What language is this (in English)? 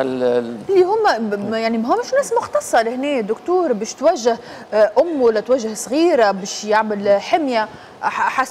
Tunisian Arabic